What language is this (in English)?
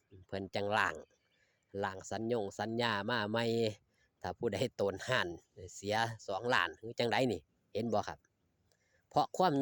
Northeastern Thai